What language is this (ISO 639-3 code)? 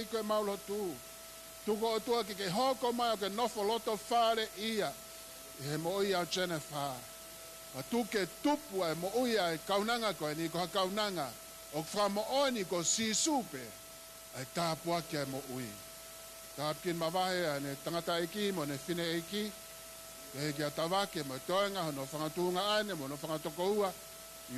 ton